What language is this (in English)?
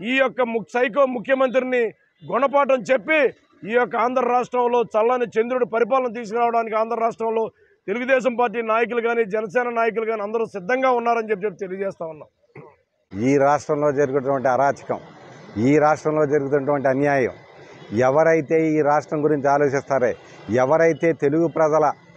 Telugu